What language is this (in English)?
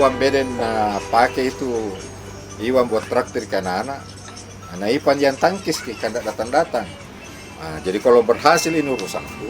Makassar Malay